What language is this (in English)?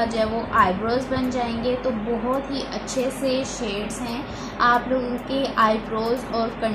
Hindi